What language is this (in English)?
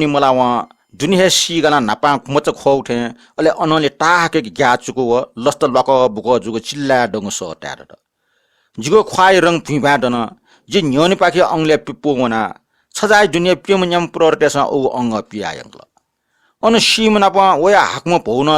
Newari